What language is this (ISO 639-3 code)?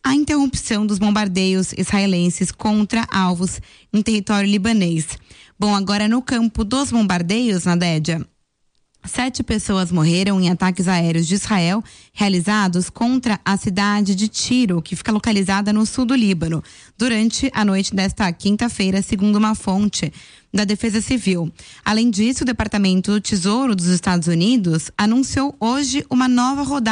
por